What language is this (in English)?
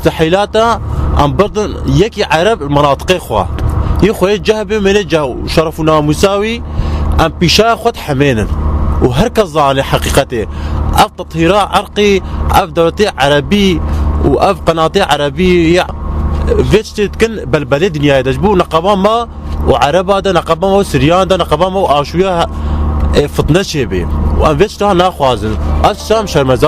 Kurdish